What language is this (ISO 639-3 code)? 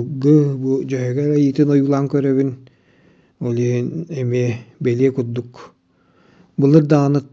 sah